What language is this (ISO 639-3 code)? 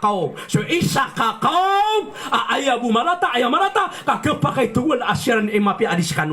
mrw